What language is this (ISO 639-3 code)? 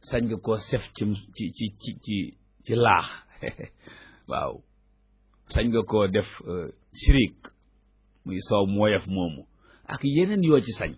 wol